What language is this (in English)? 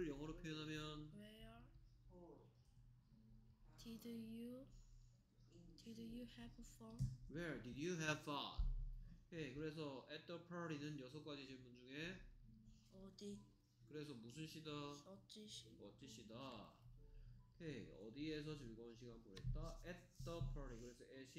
Korean